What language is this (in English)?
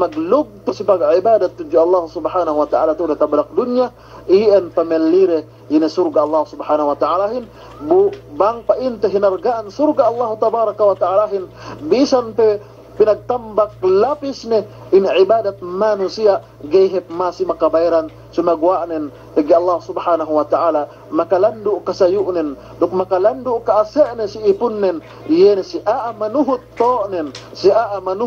Yakan